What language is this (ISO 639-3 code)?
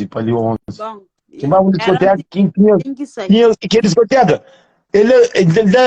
kea